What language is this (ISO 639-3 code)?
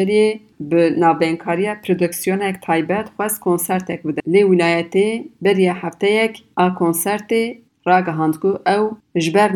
kur